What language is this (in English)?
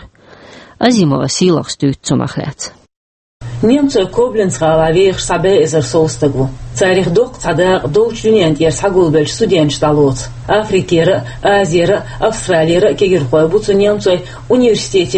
Chechen